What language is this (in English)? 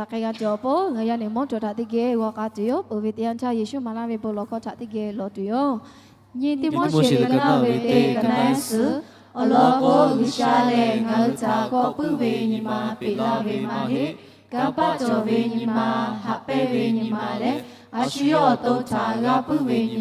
Lahu